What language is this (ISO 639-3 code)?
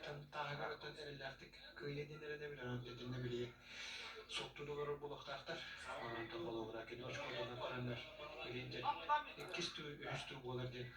sah